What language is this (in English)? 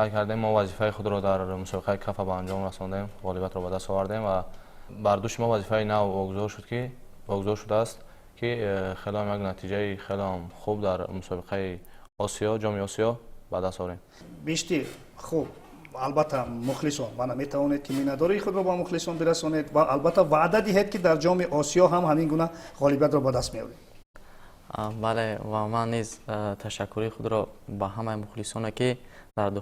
Tajik